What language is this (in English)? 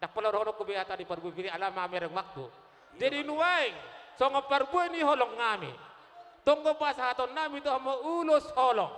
Batak Toba